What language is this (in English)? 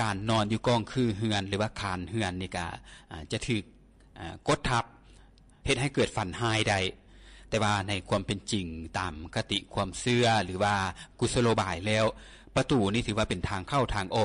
Lao